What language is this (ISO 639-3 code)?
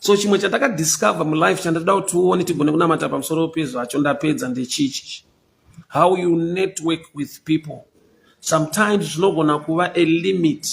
sna